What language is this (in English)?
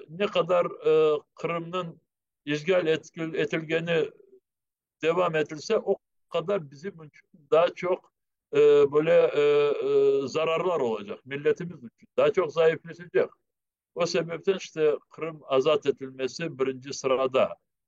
Crimean Tatar